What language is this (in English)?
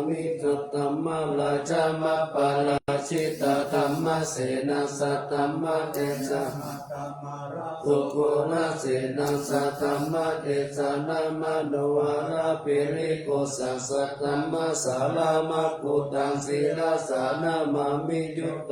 Pali